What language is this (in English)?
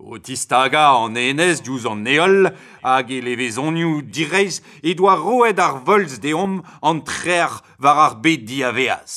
Breton